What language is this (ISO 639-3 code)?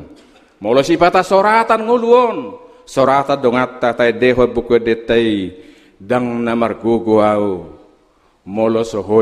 bbc